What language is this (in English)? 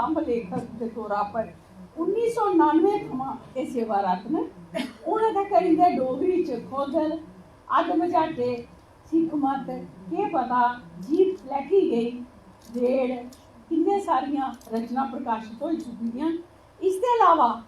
Dogri